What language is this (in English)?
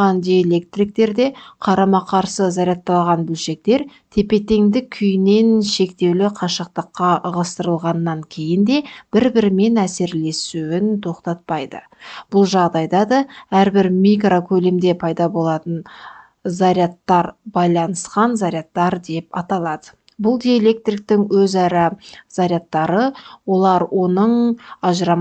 Kazakh